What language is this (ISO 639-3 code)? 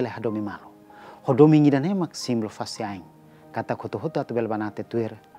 tet